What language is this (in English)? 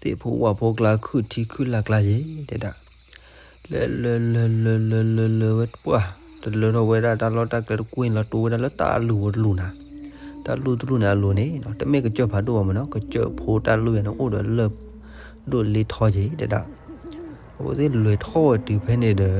S'gaw Karen